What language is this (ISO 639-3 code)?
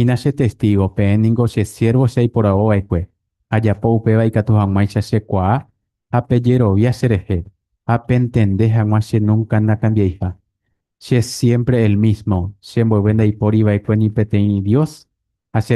grn